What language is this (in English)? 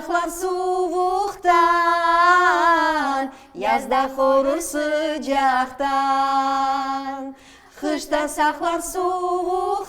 Crimean Tatar